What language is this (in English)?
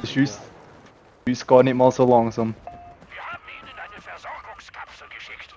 Swiss German